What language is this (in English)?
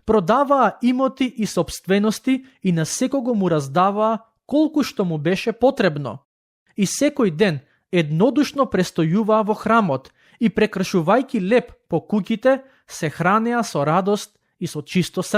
Macedonian